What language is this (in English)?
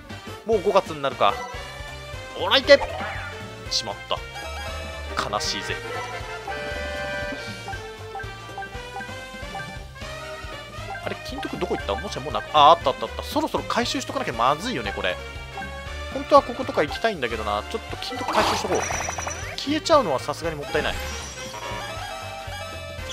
Japanese